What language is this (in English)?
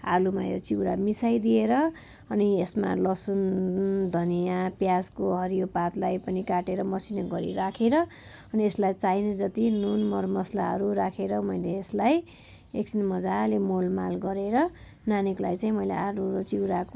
Nepali